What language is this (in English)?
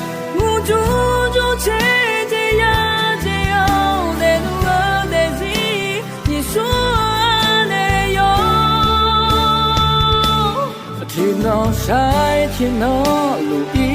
Akha